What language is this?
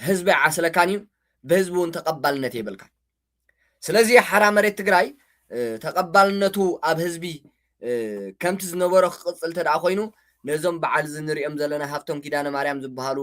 Tigrinya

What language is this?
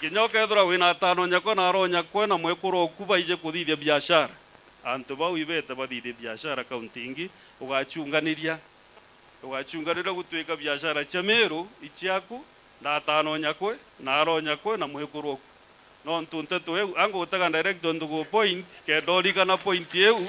Meru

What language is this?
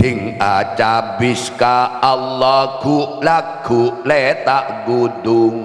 Madurese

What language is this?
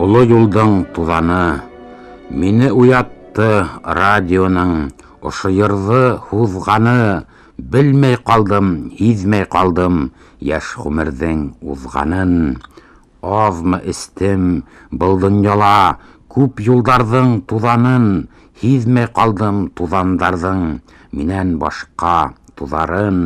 Bashkir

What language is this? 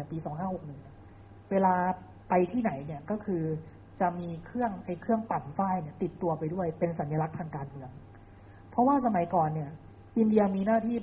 Thai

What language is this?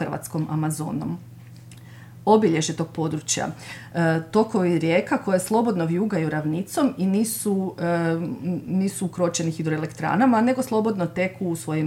Croatian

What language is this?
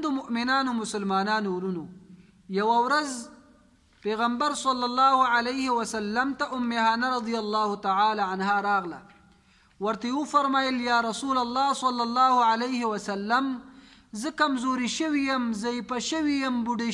Pashto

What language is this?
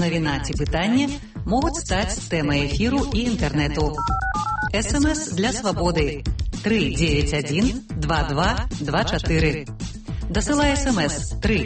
Belarusian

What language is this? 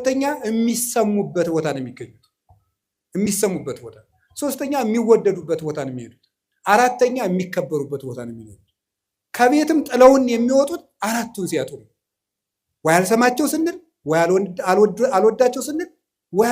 Amharic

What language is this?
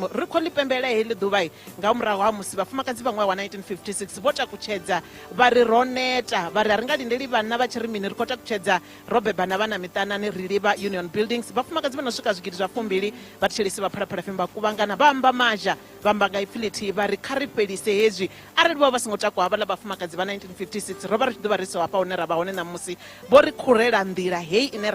Venda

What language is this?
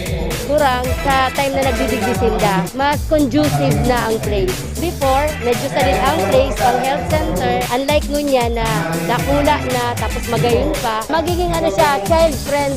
Bikol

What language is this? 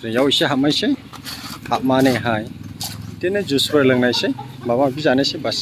Bodo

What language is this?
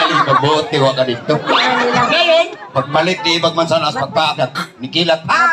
Cebuano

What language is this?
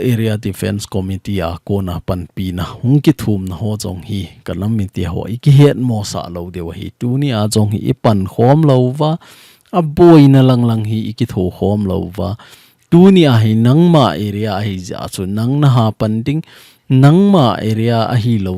Thado Chin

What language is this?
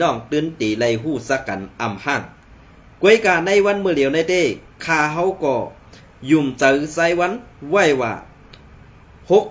Shan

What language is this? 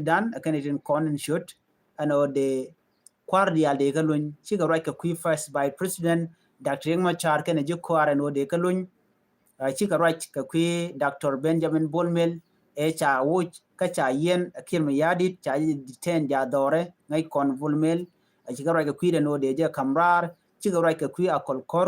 Nuer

